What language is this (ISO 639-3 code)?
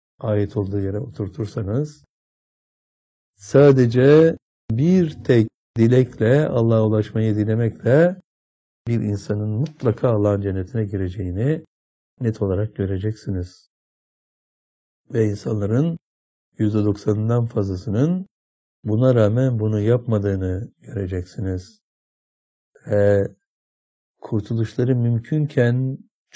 tur